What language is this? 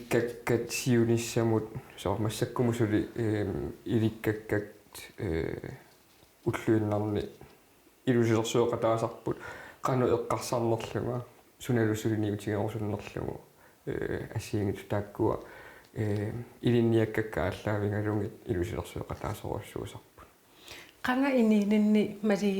Kalaallisut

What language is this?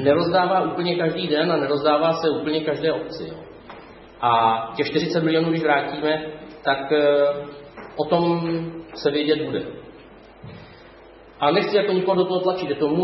Czech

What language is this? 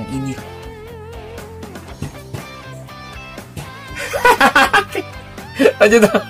Indonesian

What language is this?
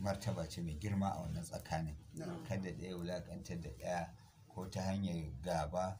Hausa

